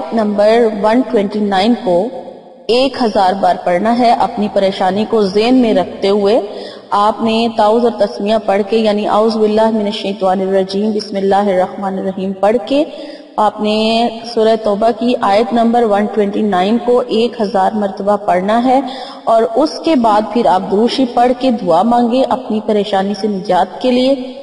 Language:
Urdu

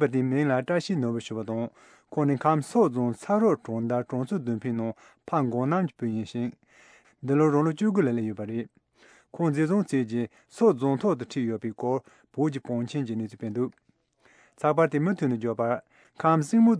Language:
Tibetan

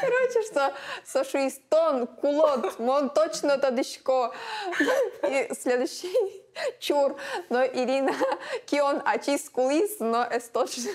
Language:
Udmurt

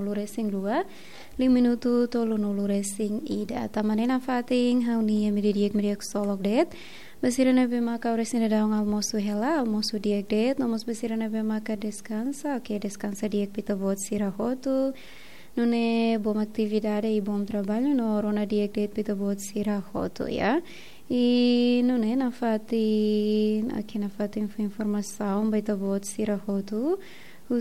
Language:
Tetum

